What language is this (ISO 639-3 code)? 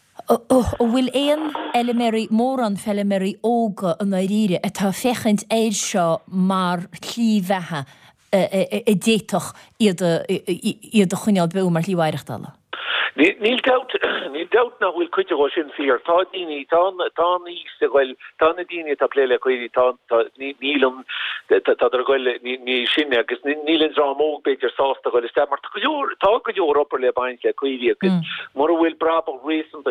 gle